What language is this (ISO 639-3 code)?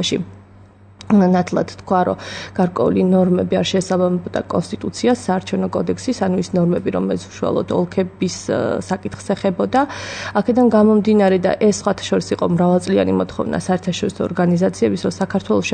kat